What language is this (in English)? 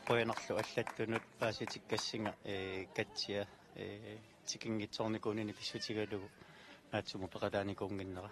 Kalaallisut